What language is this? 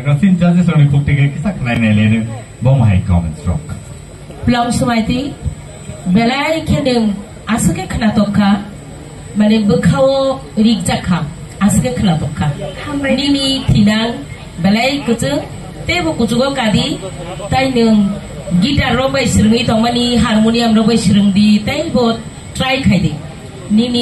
Kok Borok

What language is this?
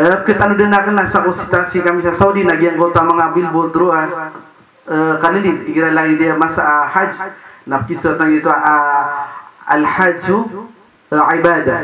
Maranao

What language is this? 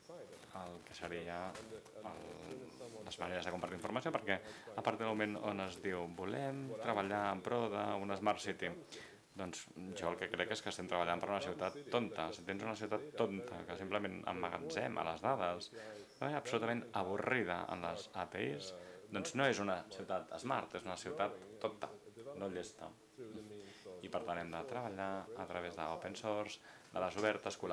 Catalan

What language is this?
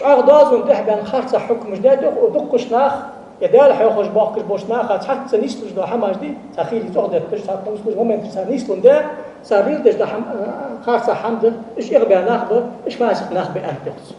Ingush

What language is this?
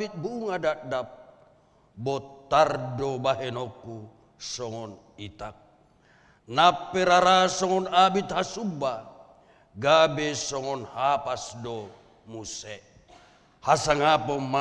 Batak Toba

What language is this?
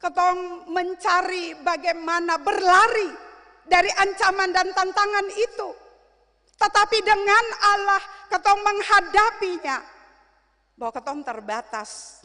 Ambonese Malay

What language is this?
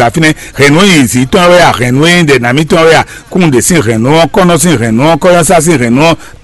Fon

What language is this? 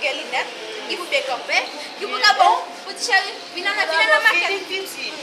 Haitian Creole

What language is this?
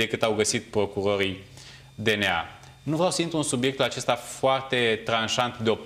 Romanian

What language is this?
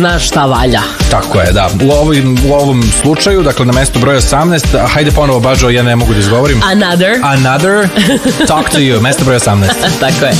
Serbian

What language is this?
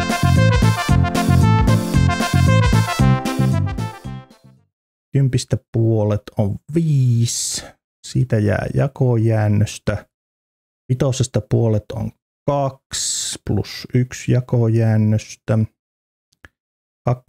Finnish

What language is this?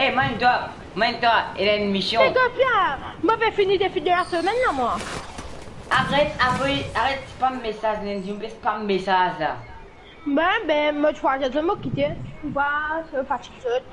Morisyen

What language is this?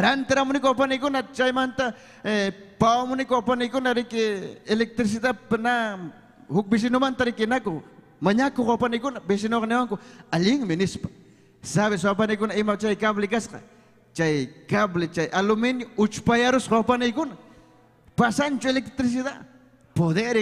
Ayacucho Quechua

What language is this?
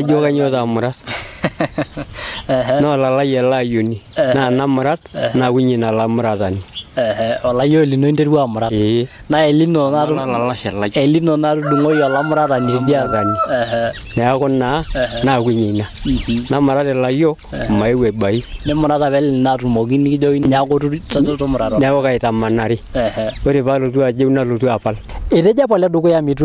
Masai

